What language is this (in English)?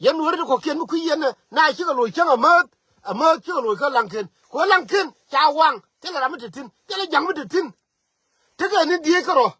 Nuer